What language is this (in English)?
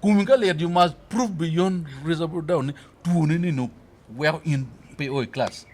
Acoli